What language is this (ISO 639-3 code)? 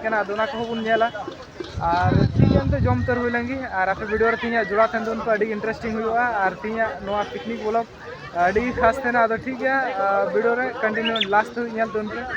sat